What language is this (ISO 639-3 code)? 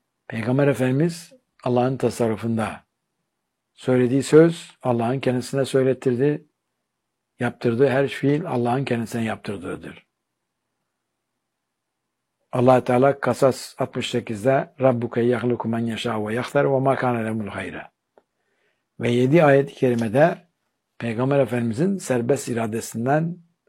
tur